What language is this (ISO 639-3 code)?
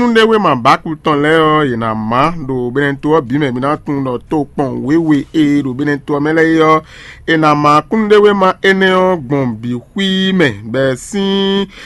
fon